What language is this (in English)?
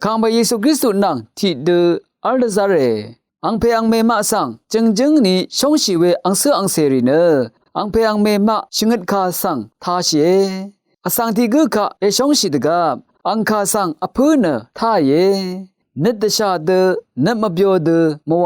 Rawang